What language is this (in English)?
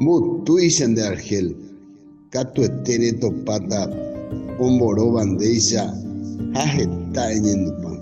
Guarani